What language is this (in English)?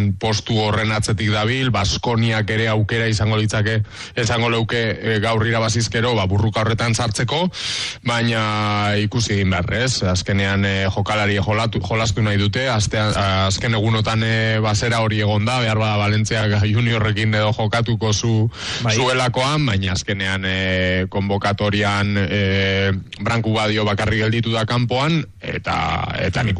Basque